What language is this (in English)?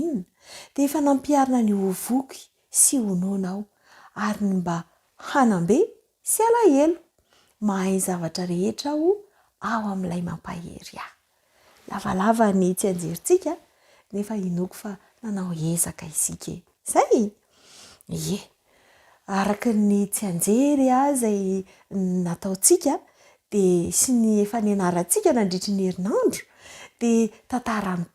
Malagasy